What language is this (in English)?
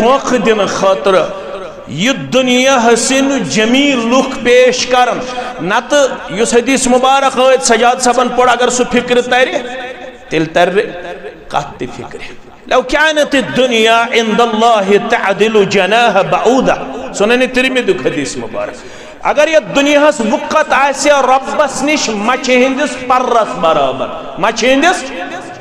Kashmiri